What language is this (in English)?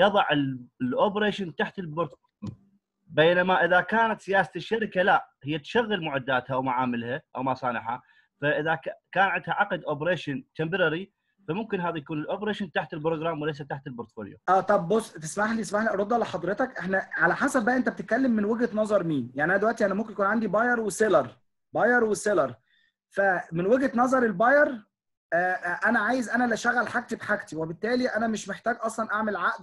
Egyptian Arabic